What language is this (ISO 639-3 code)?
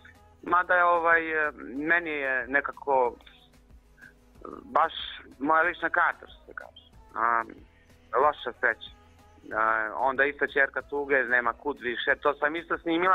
srp